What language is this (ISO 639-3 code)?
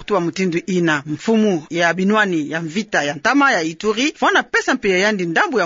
ktu